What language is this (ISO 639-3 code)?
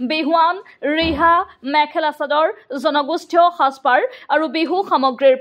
asm